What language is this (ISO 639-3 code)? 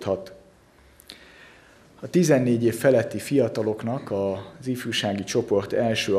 hun